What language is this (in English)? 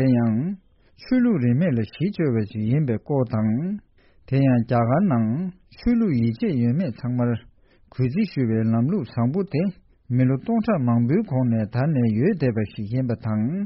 Tibetan